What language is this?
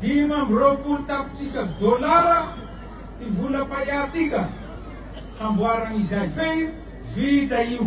Malagasy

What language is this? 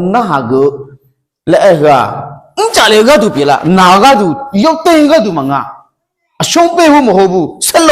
Akha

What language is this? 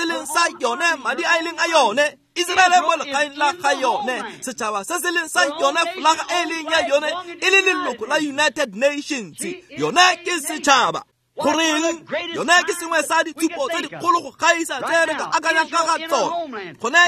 Tswana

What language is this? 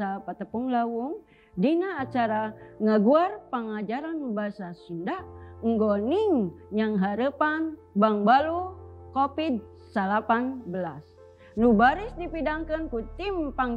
Sundanese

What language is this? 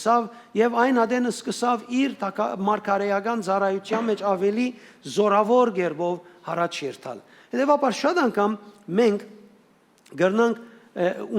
Western Armenian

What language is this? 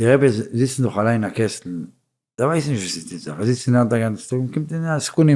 Yiddish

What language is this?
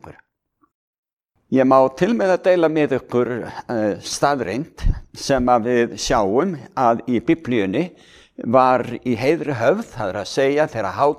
Icelandic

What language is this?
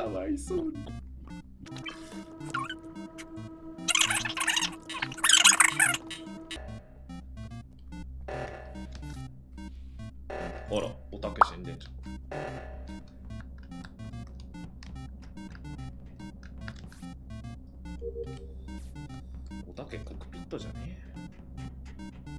Japanese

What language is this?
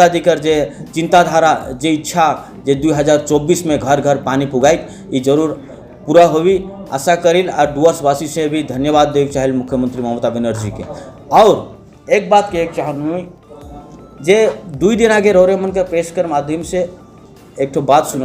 Sadri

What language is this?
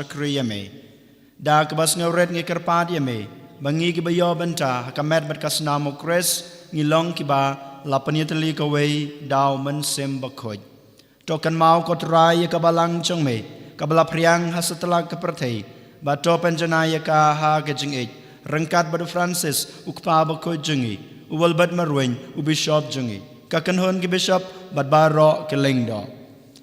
Khasi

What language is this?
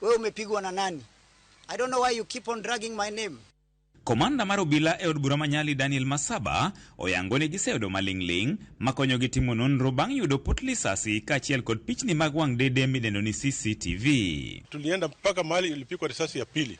Luo (Kenya and Tanzania)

